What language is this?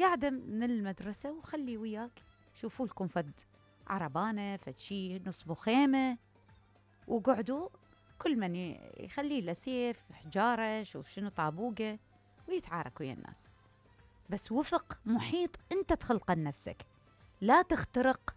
Mesopotamian Arabic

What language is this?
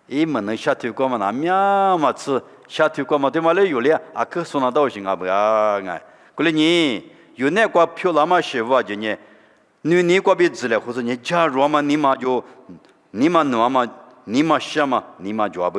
Lisu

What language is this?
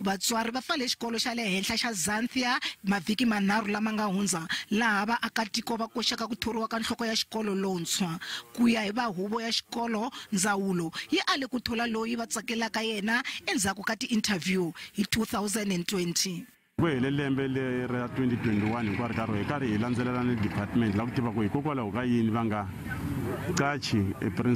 Tsonga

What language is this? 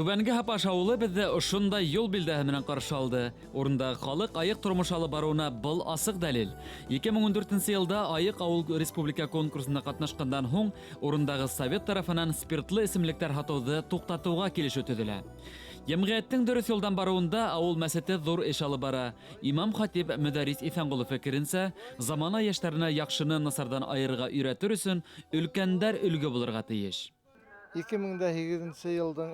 Bashkir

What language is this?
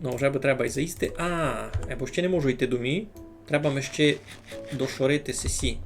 Rusyn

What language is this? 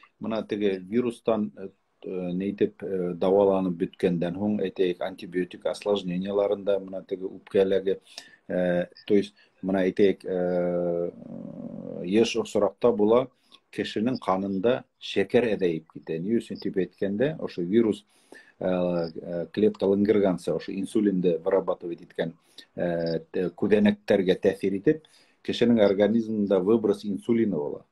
Bashkir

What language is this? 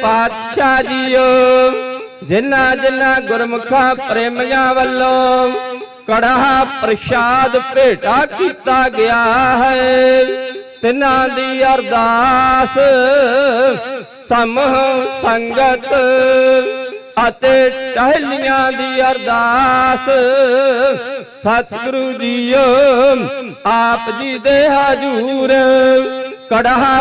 Punjabi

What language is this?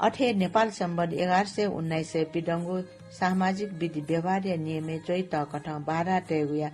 Newari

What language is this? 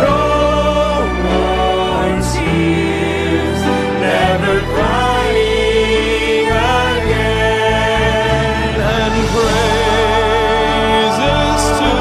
Hiligaynon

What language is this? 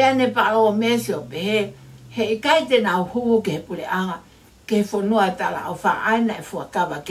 Tongan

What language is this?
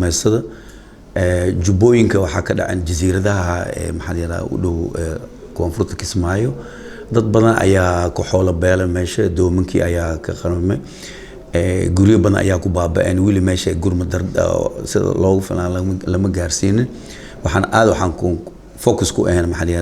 Somali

